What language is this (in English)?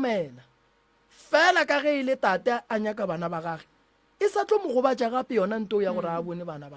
Northern Sotho